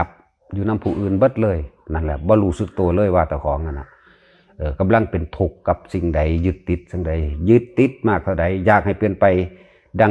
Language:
Northeastern Thai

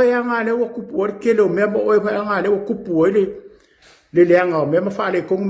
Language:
Samoan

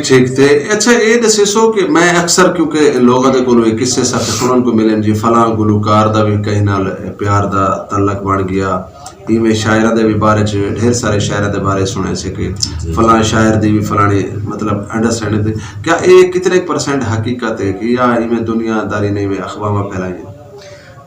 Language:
Saraiki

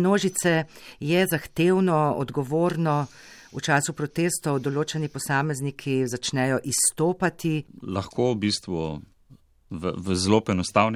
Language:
Slovenian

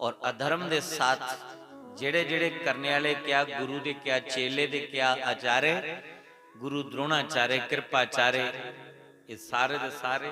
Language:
Dogri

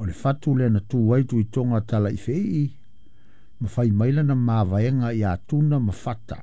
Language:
Samoan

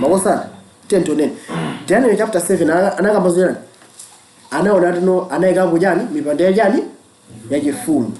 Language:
Nyanja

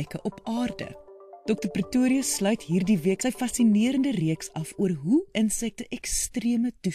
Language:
Afrikaans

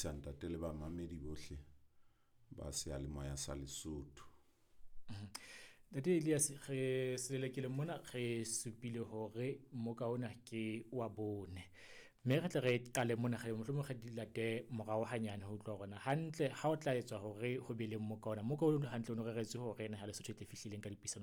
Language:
Southern Sotho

